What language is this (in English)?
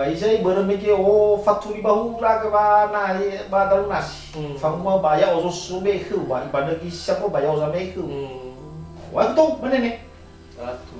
Nias